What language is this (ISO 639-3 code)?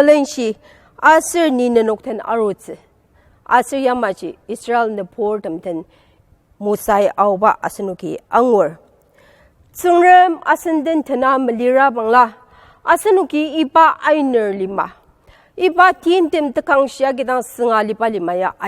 njo